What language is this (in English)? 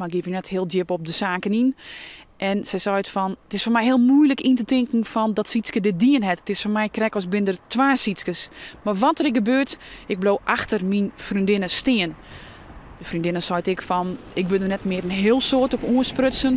Western Frisian